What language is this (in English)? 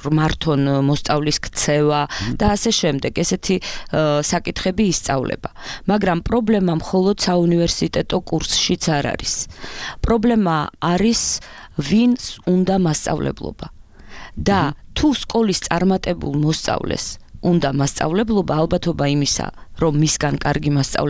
Georgian